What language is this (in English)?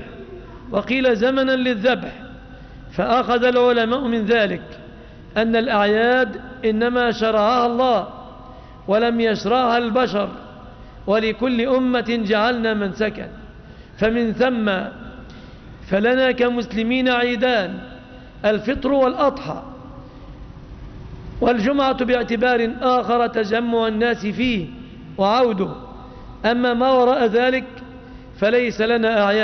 Arabic